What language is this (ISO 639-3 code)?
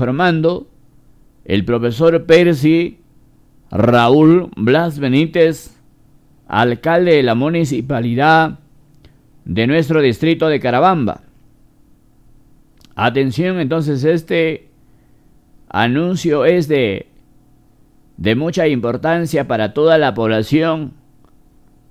spa